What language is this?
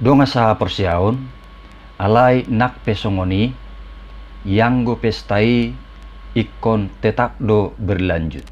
Batak Toba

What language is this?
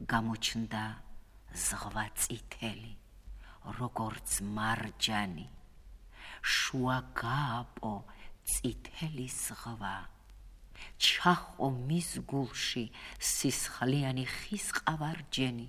Georgian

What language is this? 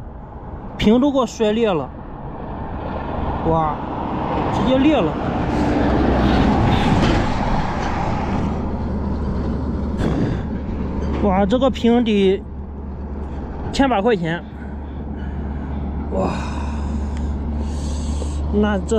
Chinese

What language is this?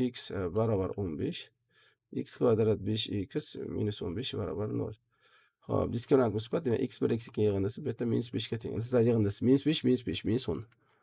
Uzbek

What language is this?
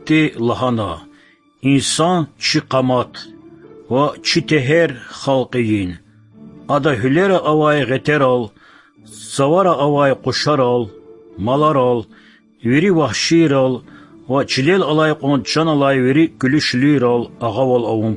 Lezghian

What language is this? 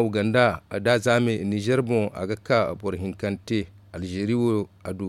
Zarma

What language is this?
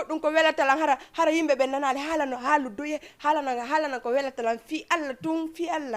Fula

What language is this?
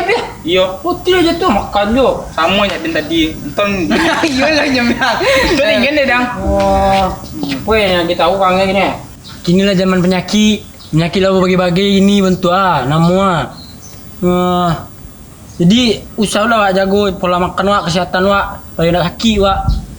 Minangkabau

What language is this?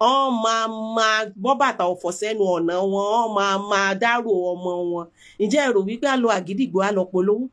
Yoruba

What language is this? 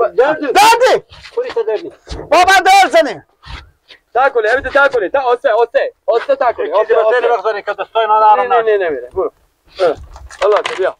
Persian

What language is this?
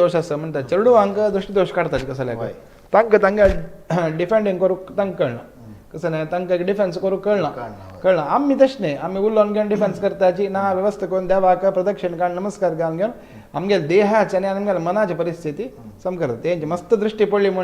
Konkani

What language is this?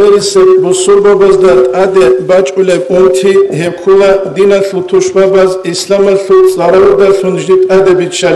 Avaric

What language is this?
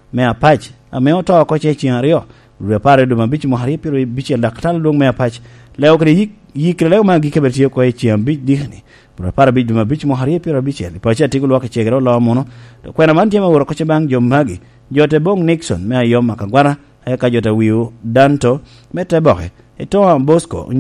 Lango (Uganda)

